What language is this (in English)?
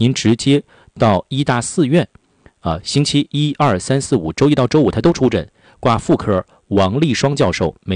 Chinese